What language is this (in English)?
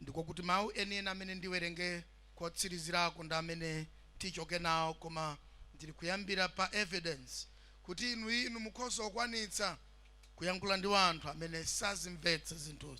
Nyanja